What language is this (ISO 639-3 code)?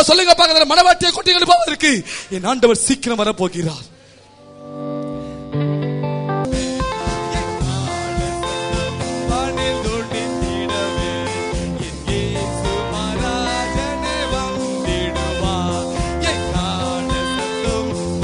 tam